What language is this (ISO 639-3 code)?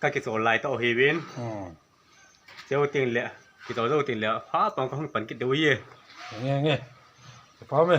ctd